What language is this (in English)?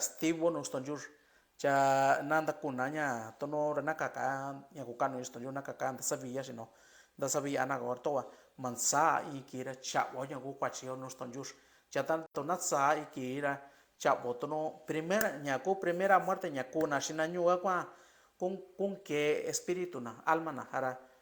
Mixtepec Mixtec